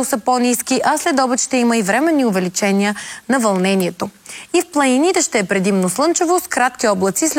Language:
Bulgarian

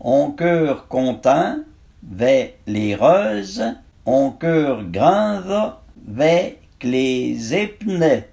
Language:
Arpitan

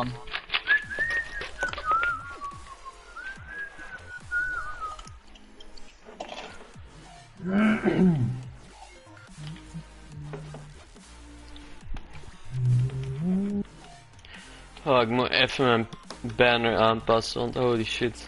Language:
Dutch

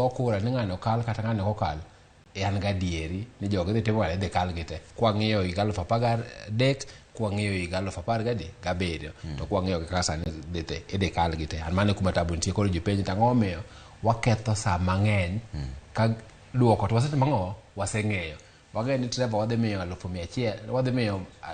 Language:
Luo (Kenya and Tanzania)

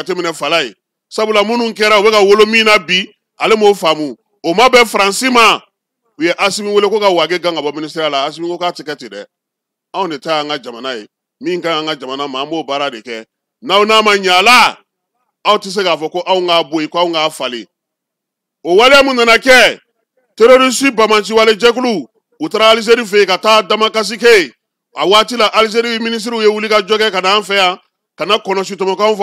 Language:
Bambara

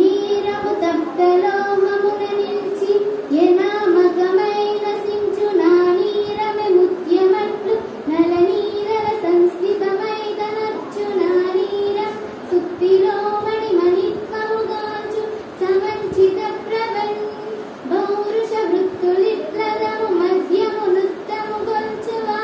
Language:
Telugu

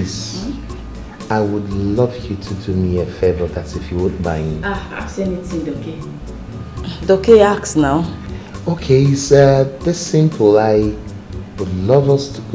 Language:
Nigerian Pidgin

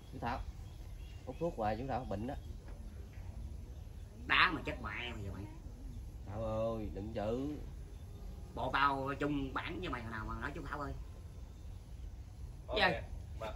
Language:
Vietnamese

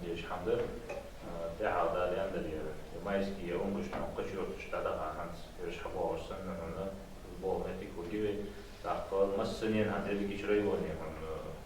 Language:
Ingush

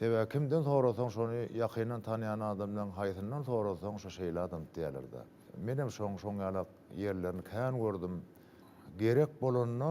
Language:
Turkmen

